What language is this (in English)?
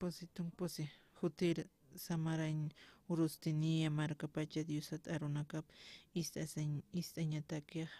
Aymara